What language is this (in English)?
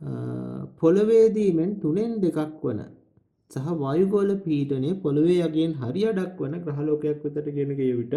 Sinhala